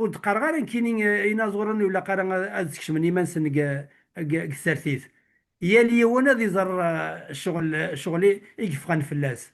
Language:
Kabyle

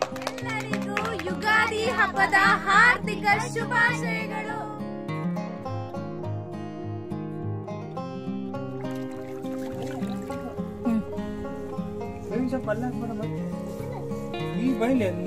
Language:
Kannada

